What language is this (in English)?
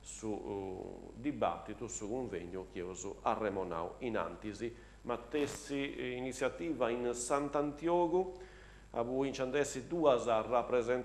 Sardinian